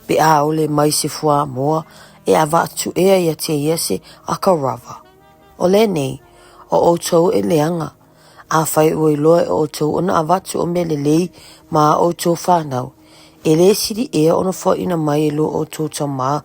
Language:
Samoan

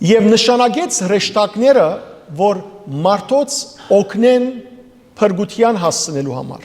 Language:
Western Armenian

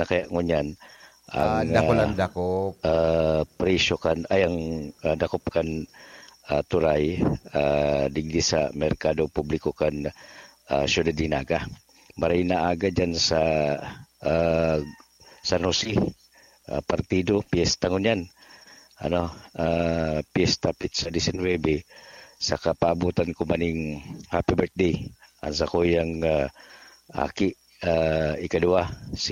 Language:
Bikol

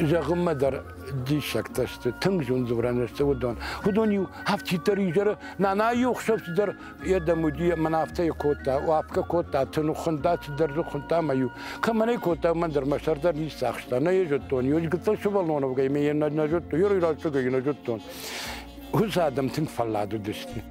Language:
Ossetic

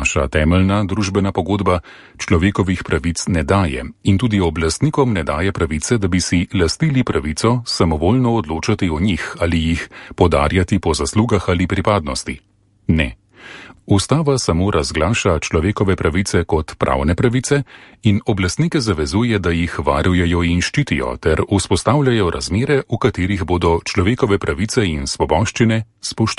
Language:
Slovenian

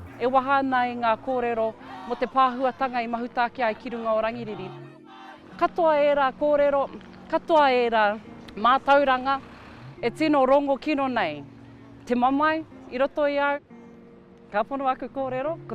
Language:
Māori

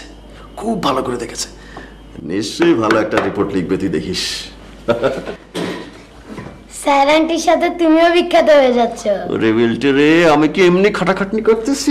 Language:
Bangla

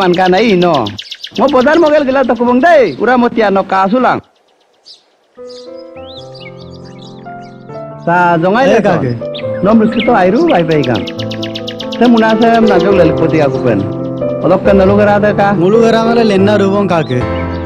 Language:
Mising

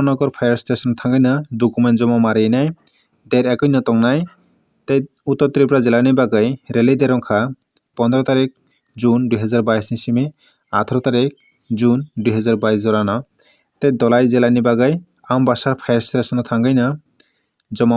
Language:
Kok Borok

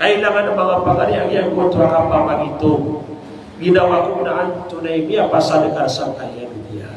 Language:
Maranao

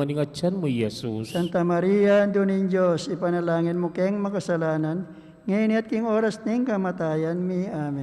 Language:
Pampanga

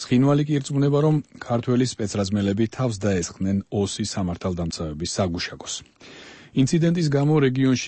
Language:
Georgian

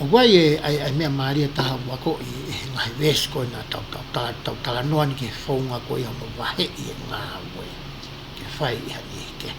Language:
Tongan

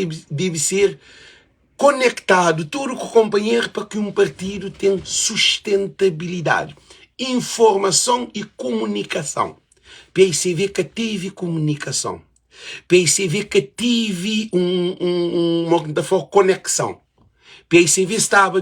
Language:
Kabuverdianu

